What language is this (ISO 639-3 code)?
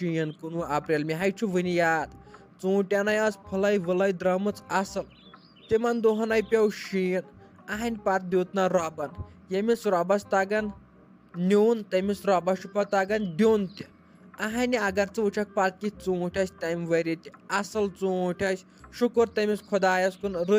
kas